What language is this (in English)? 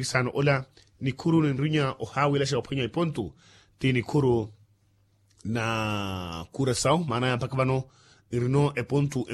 Makhuwa